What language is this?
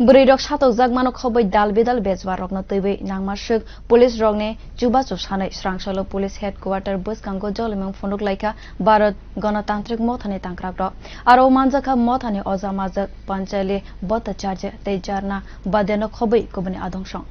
Kok Borok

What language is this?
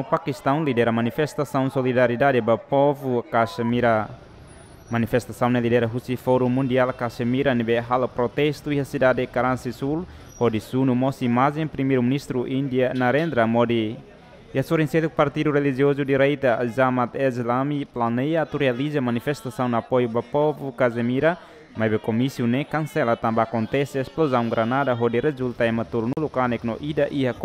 Tetum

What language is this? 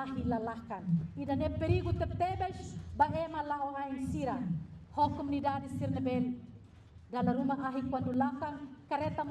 Tetum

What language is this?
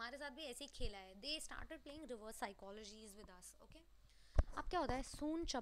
Hindi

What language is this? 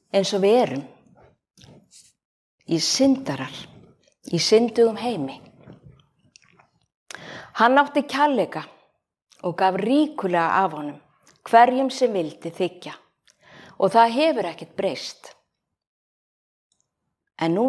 Icelandic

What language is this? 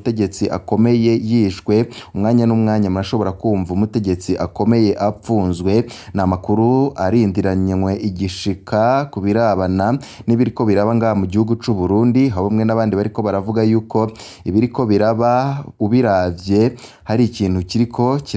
Rundi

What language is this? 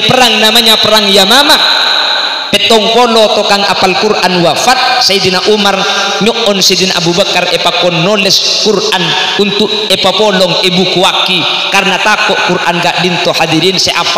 Madurese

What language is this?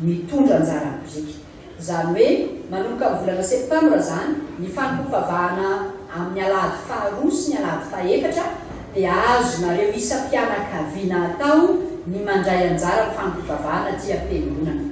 Malagasy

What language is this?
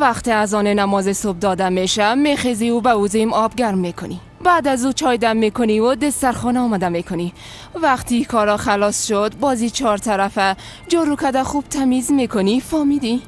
Persian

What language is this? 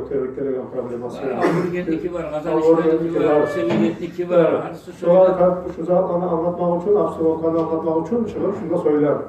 Kumyk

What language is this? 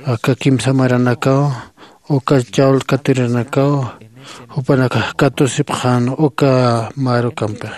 Aymara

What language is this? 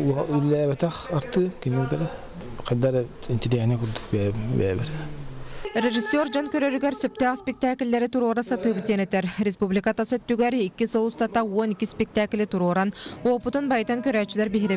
Yakut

